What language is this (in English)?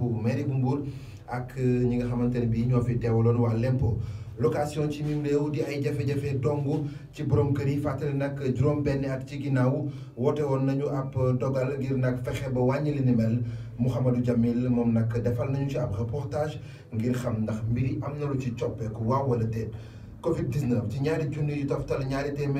Wolof